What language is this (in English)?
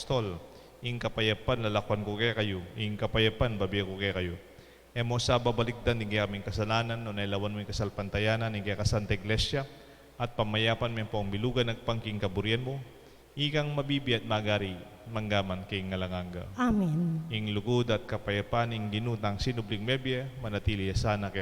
Pampanga